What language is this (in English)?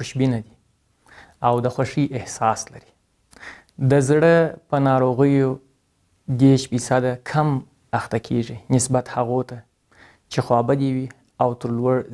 Pashto